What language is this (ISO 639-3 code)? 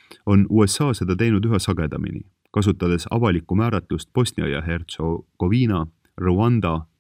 est